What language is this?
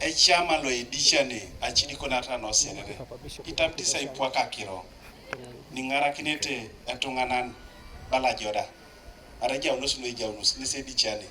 Teso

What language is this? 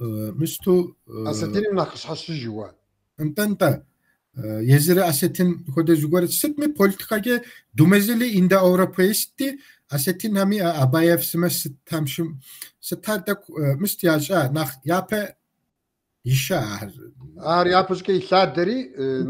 Kabardian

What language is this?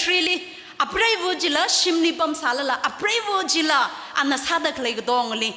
Tangkhul Naga (India)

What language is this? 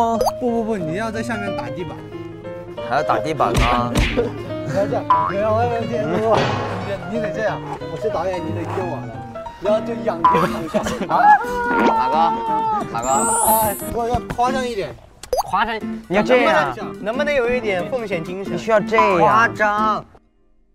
Chinese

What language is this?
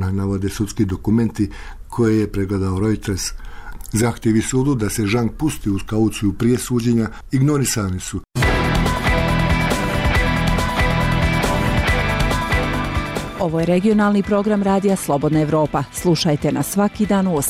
Bosnian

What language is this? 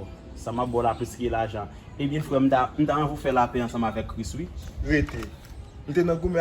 Haitian Creole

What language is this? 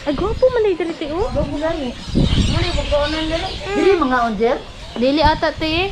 Cebuano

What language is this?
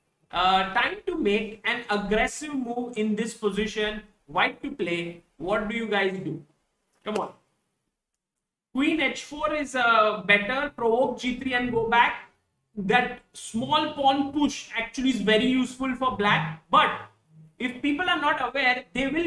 English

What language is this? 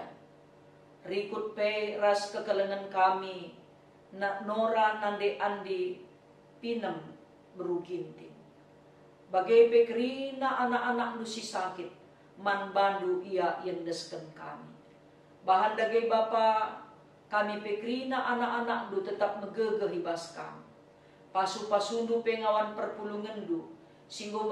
Batak Karo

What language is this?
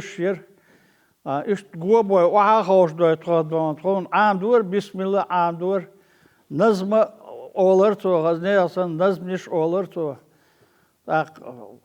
Chechen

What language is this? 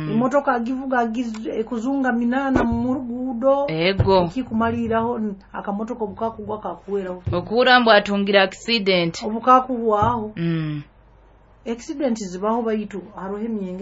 Nyoro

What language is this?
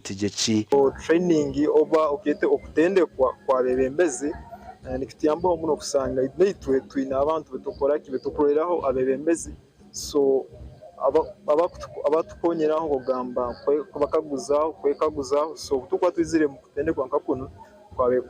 Nyankole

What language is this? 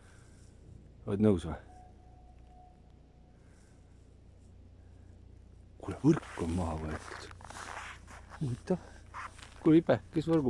Estonian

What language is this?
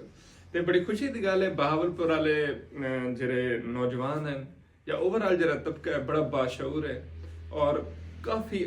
Saraiki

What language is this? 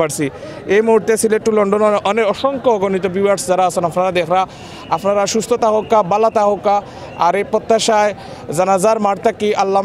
Sylheti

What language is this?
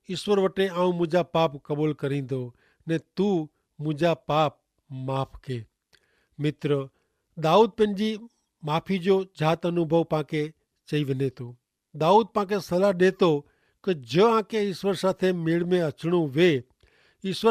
Kachhi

